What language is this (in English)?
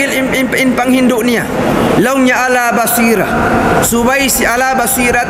Tausug